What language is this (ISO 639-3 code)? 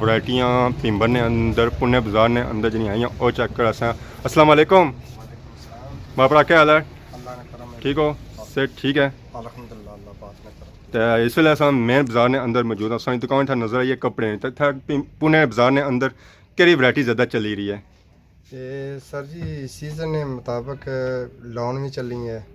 phr